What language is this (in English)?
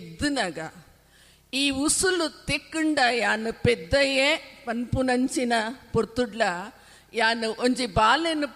Tulu